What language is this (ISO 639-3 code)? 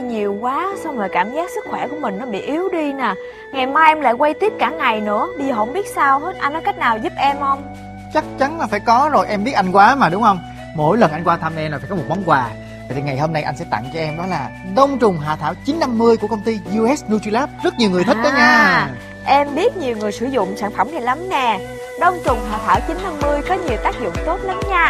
vie